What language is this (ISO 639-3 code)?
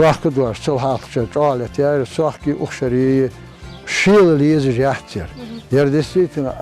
inh